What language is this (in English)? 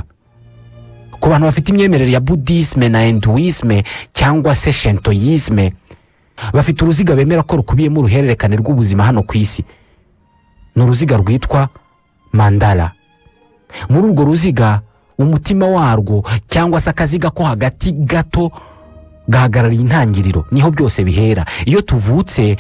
Kinyarwanda